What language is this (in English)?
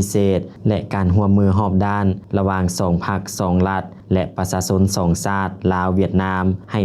Lao